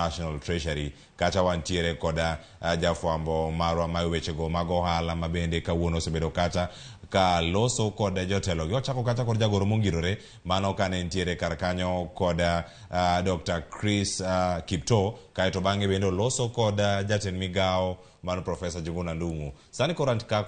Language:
Luo (Kenya and Tanzania)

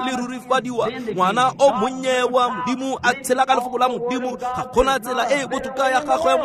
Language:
Tswana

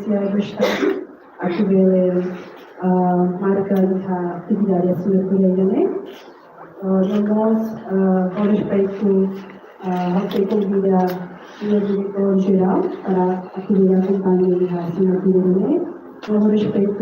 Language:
Tetum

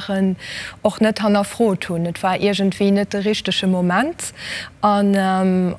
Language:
Luxembourgish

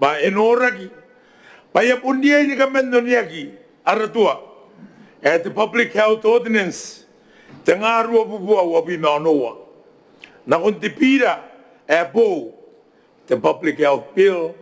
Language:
Gilbertese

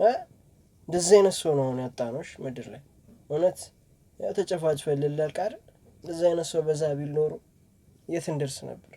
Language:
Amharic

